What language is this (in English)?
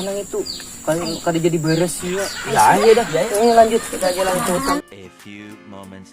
Banjar